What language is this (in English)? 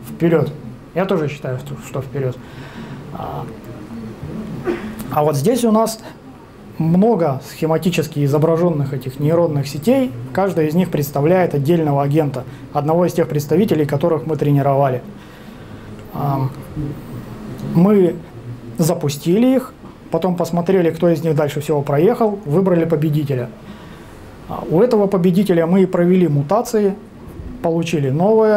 Russian